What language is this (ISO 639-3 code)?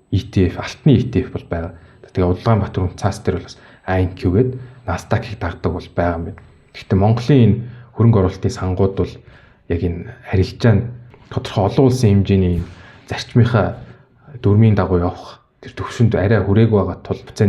mon